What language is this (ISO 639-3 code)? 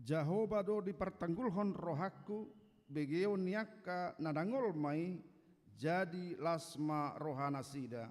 bbc